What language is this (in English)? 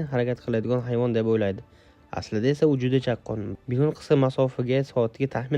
Uzbek